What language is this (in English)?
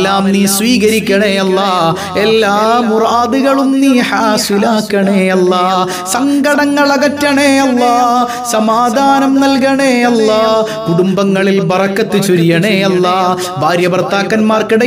Malayalam